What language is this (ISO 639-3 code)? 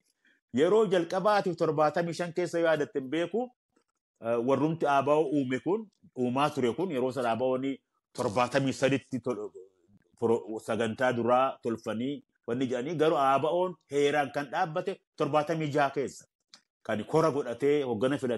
orm